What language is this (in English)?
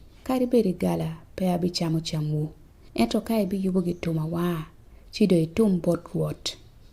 Acoli